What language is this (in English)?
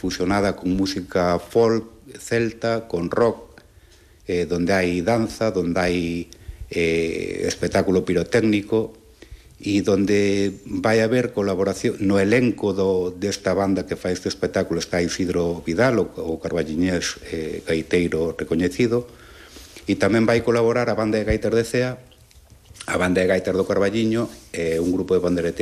Galician